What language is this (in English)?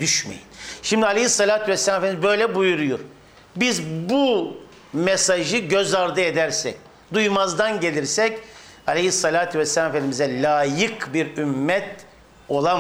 Turkish